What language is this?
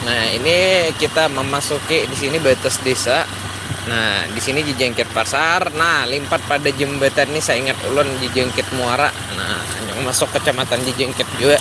Banjar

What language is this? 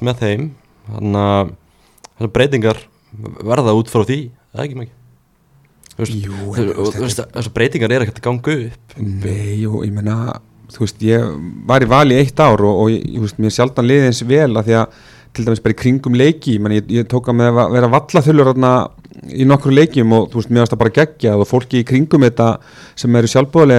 Icelandic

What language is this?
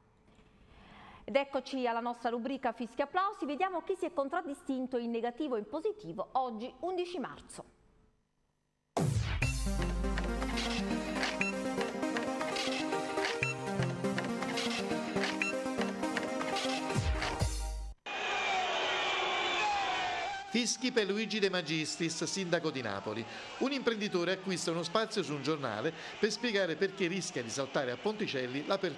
Italian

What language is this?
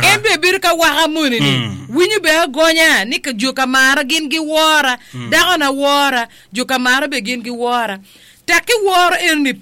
Acoli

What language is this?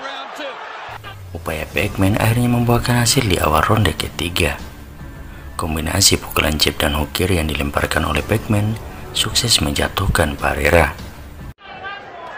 Indonesian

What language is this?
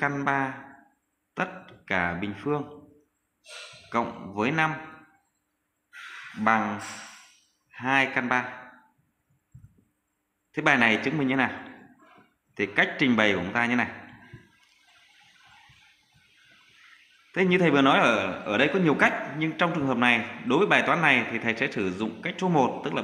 Vietnamese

